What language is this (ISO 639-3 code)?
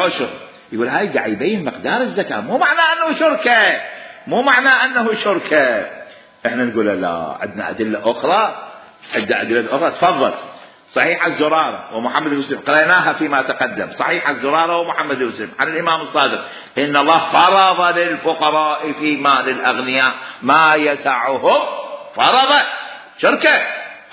acm